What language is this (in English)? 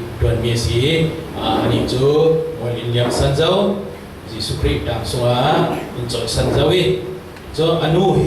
Falam Chin